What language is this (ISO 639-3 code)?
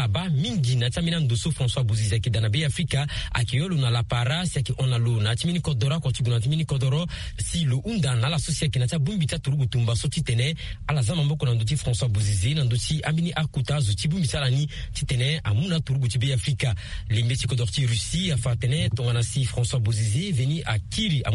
sag